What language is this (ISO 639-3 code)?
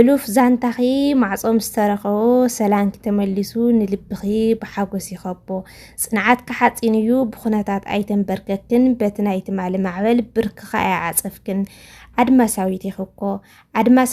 tir